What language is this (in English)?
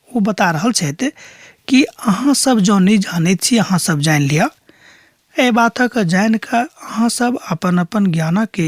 Maithili